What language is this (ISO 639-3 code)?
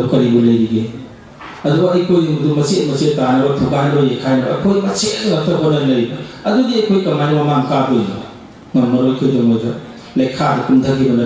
mni